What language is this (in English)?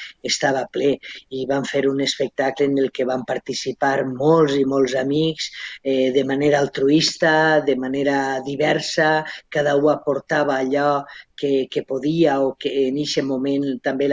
Catalan